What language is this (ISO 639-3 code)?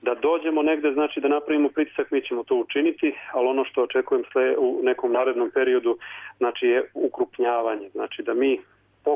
srp